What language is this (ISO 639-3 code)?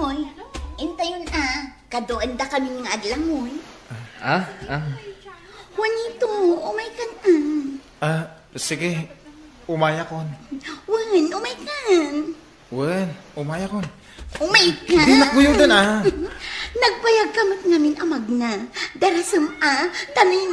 ilo